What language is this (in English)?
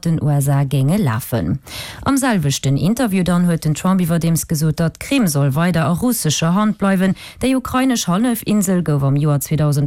Luxembourgish